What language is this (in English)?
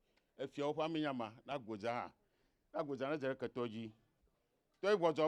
Ewe